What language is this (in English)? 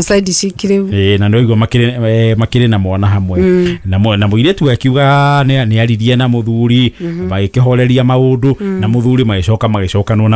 Kikuyu